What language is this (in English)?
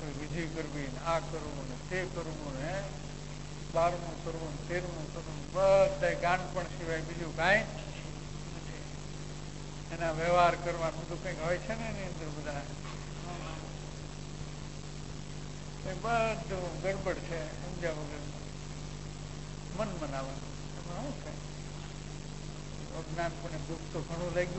Gujarati